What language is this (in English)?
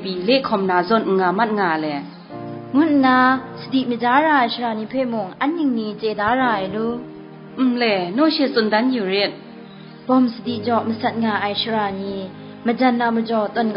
Kachin